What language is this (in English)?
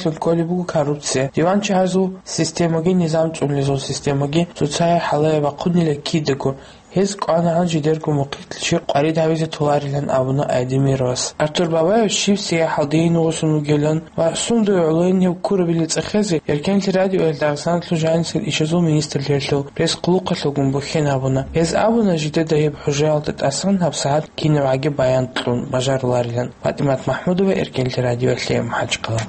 Avaric